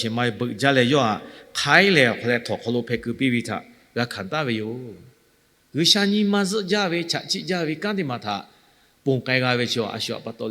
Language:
Lahu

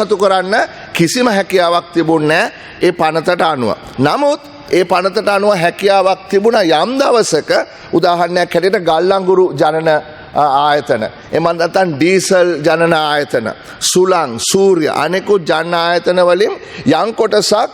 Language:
Sinhala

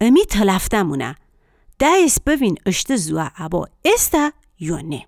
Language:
Gilaki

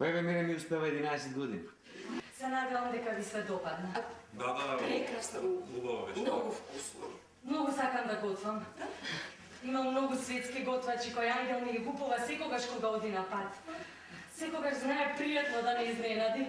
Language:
Macedonian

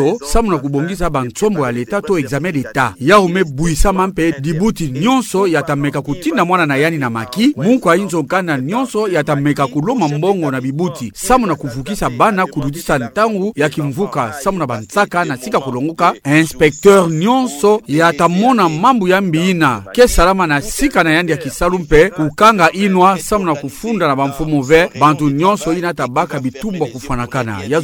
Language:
Kituba (Democratic Republic of Congo)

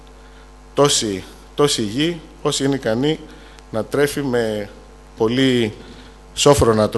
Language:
Greek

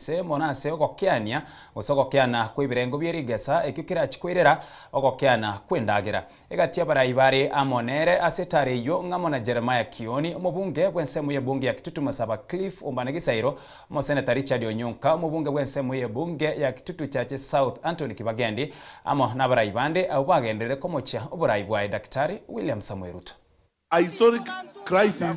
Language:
Gusii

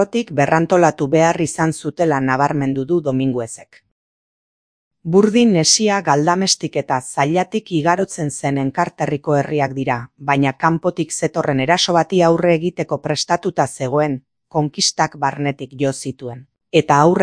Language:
Basque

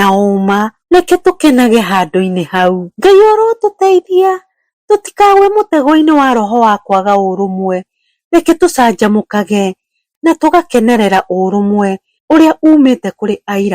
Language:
Kikuyu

